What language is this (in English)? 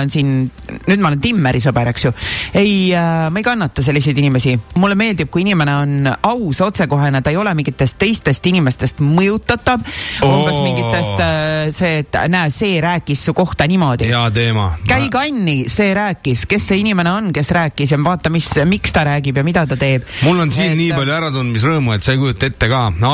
Estonian